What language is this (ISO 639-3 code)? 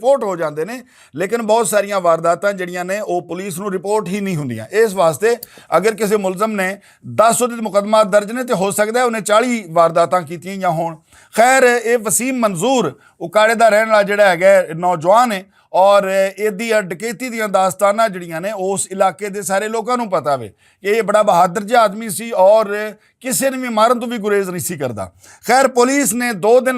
lah